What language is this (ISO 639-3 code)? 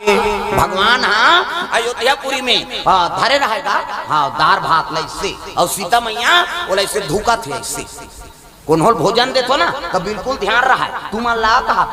hne